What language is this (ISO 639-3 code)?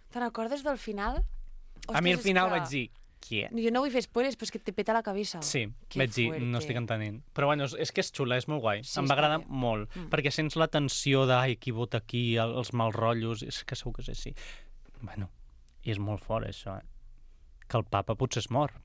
cat